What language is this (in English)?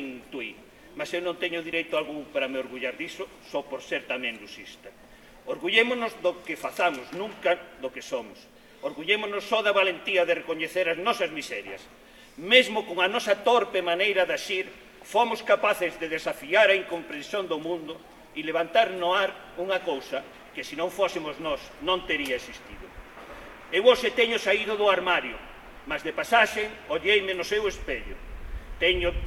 Galician